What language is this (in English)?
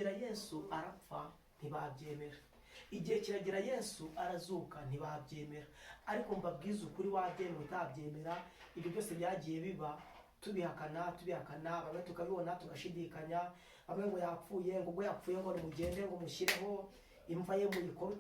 Kinyarwanda